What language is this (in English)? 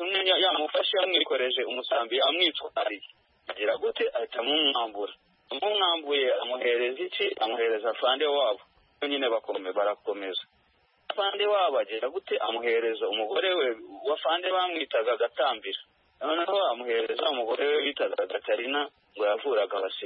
Kinyarwanda